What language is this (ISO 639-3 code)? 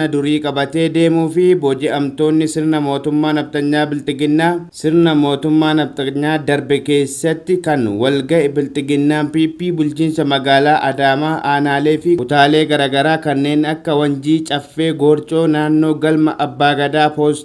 orm